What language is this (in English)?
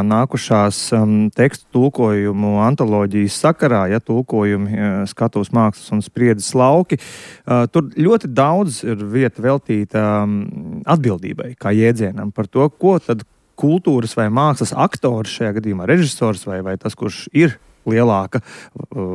Latvian